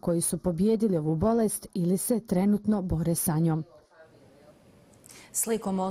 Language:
Bosnian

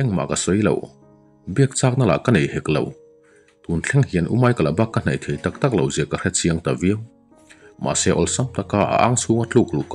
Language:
Mizo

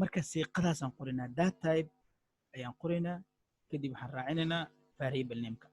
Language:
Somali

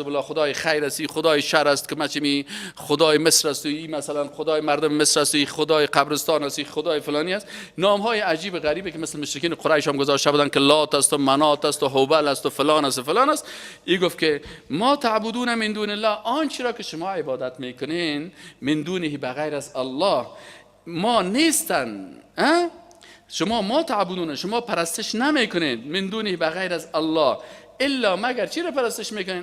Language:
Persian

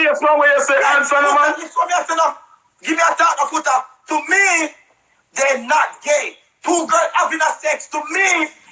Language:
Jamaican Creole English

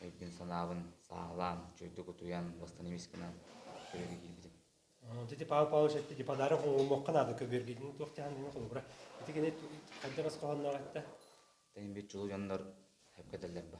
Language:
Yakut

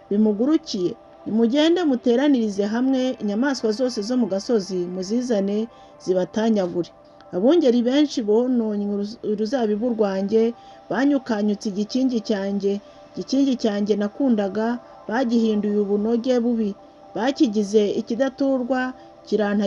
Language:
Kinyarwanda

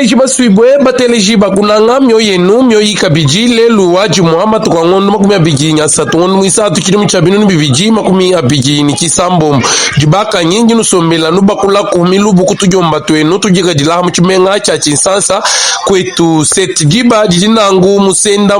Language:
Luba-Lulua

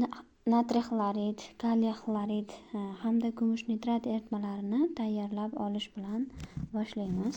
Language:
Uzbek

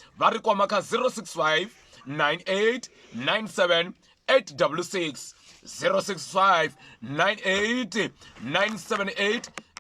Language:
Venda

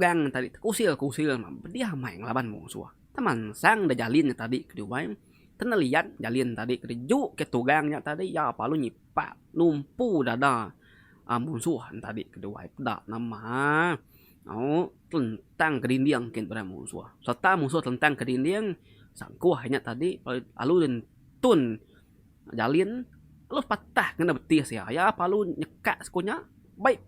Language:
Iban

